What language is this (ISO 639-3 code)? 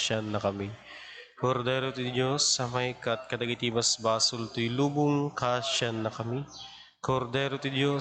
ilo